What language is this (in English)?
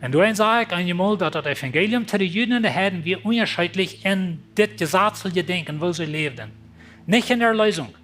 Plautdietsch